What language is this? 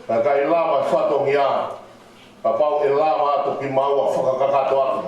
Tongan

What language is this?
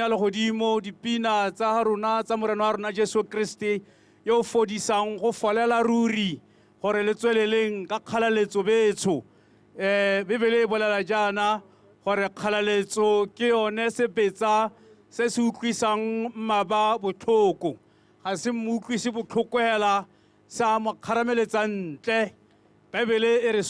Tswana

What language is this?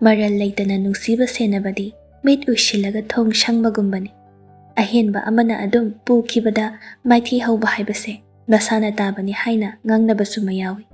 Manipuri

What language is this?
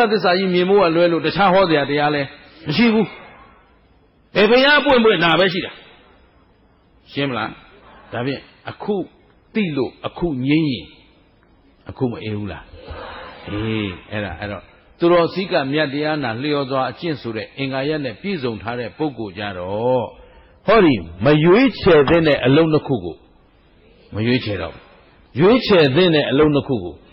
Burmese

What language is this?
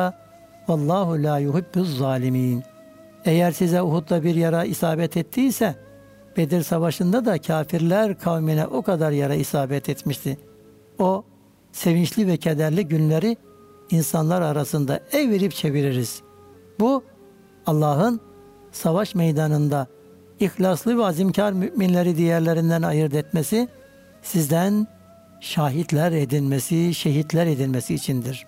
Turkish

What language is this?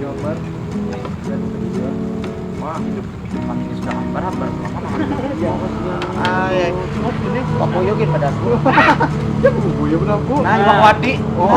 Banjar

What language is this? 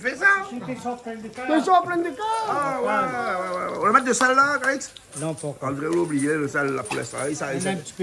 Réunion Creole French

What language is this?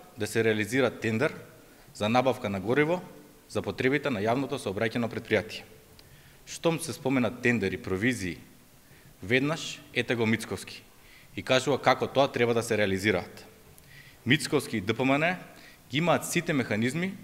Macedonian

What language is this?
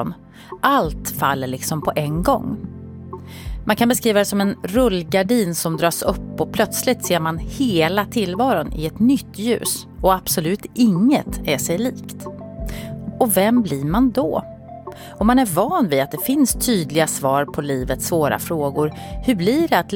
Swedish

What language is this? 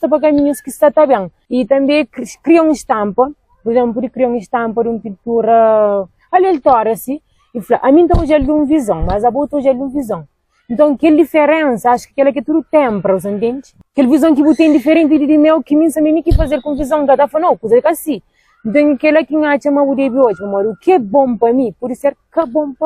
Kabuverdianu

